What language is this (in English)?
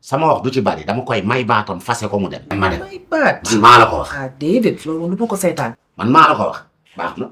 Wolof